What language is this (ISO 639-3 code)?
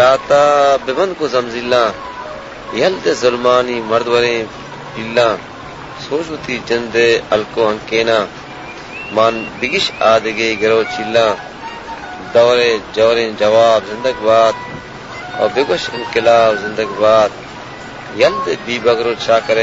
bal